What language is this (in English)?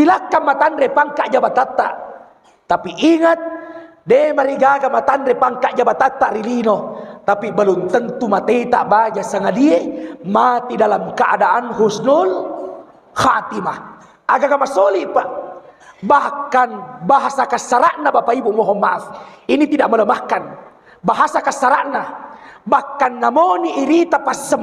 Buginese